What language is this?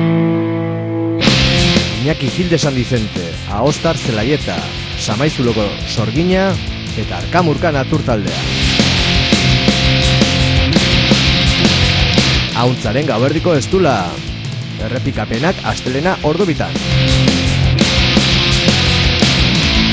Basque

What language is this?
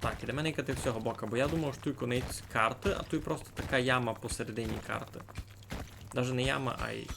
Rusyn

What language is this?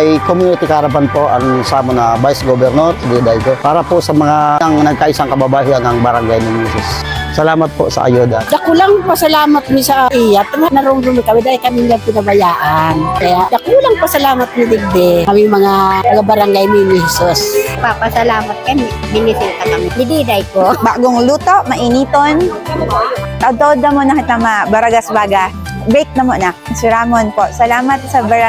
Bikol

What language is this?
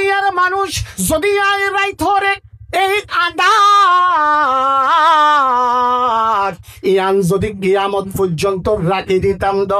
Rohingya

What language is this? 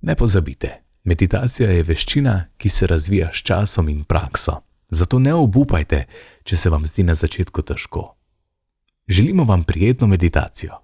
Slovenian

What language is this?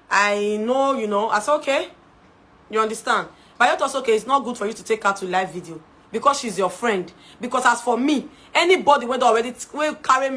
Nigerian Pidgin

